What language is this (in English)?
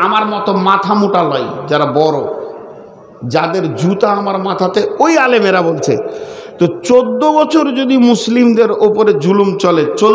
Bangla